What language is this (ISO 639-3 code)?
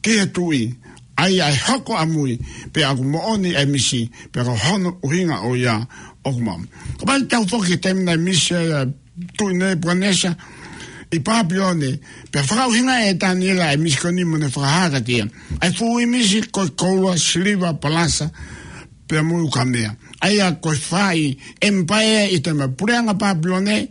ton